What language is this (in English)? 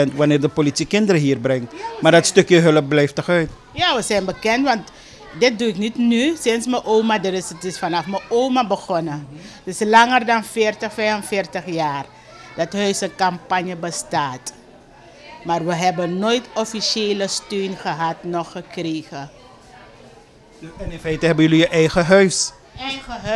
Dutch